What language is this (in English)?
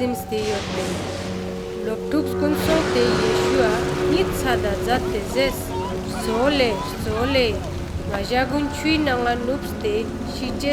Ladakhi